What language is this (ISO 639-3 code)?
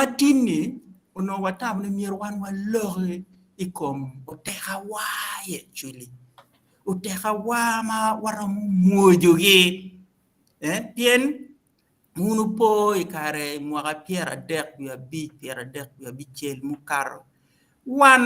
ach